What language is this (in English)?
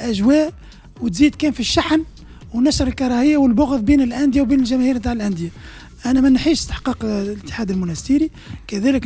Tunisian Arabic